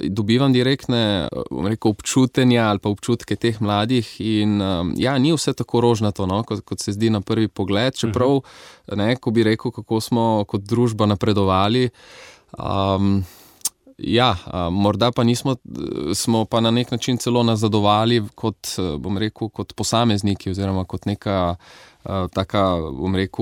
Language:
Slovenian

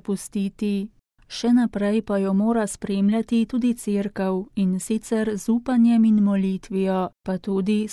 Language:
Slovenian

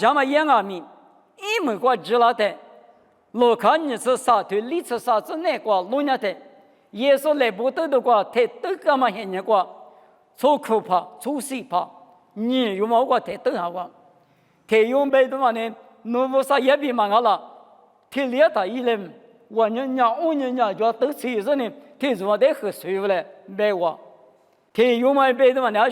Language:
Lisu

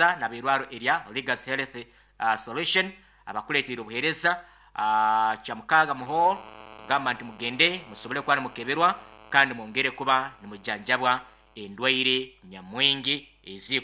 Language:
Nyoro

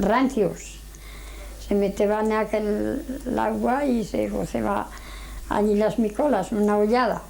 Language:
Aragonese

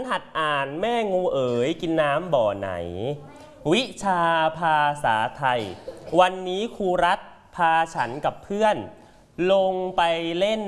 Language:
Thai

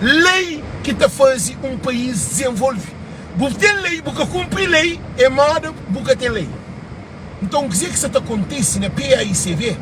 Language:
Kabuverdianu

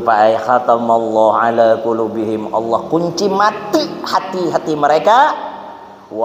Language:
Banjar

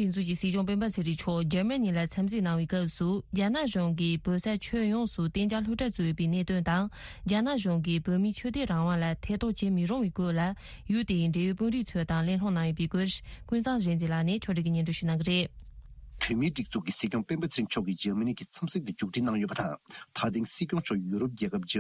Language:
Tibetan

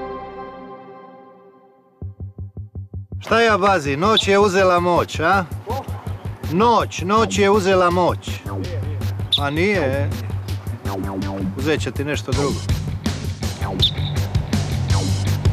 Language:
Croatian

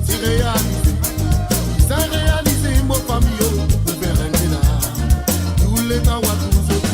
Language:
Morisyen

